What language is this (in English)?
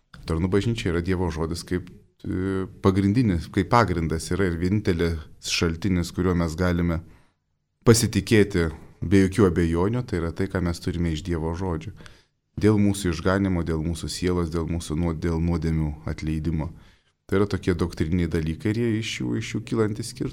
Lithuanian